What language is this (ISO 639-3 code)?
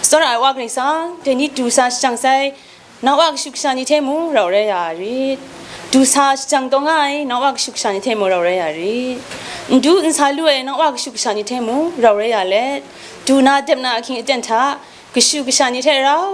kac